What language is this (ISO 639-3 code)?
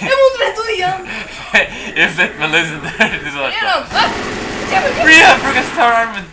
fao